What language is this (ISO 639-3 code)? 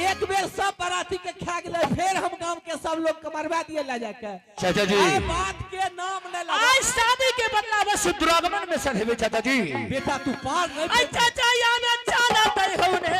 anp